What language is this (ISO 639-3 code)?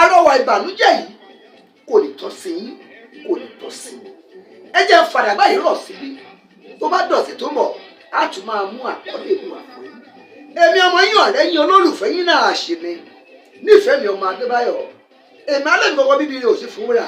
yor